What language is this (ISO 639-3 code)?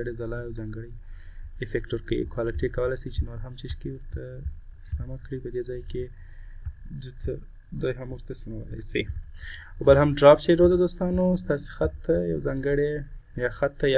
pus